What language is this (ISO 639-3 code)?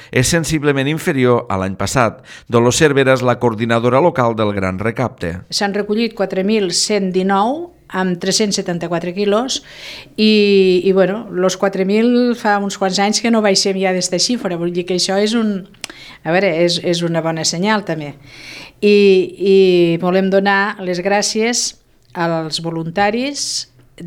cat